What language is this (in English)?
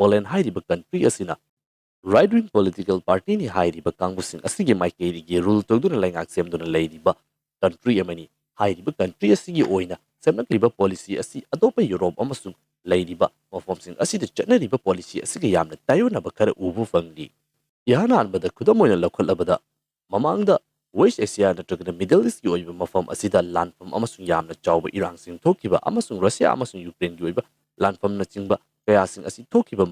Manipuri